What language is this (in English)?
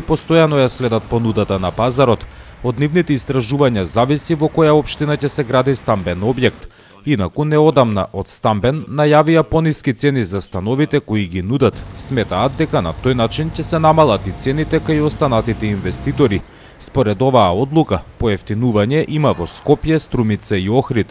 Macedonian